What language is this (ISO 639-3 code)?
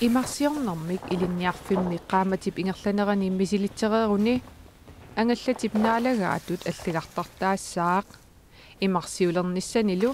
kal